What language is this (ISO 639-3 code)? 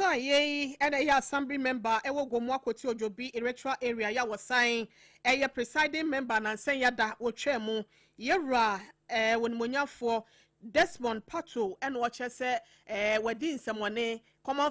aka